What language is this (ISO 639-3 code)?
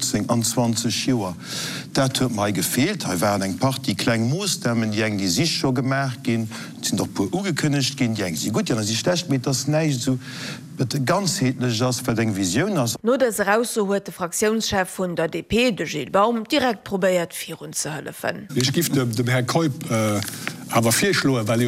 ltz